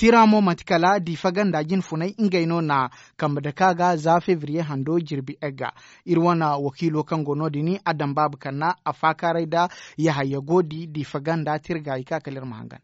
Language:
Zarma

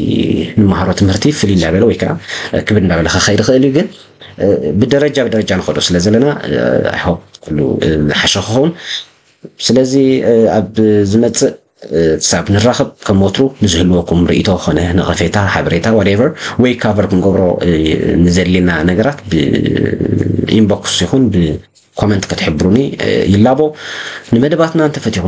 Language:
Tigrinya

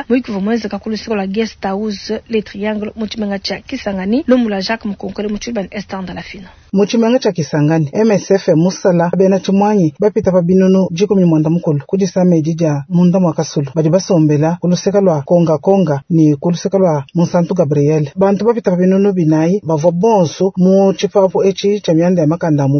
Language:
Luba-Lulua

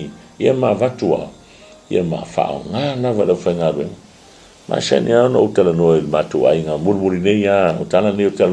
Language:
Samoan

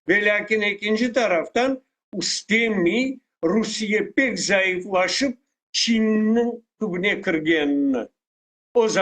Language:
Crimean Tatar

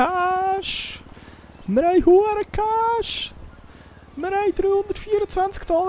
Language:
Swiss German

